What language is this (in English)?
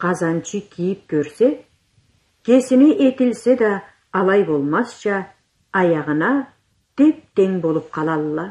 Karachay-Balkar